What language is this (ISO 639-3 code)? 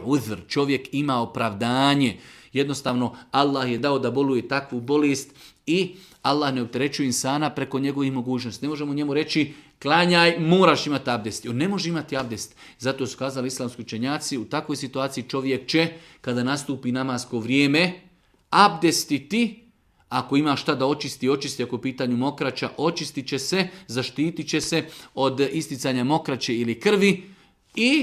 bos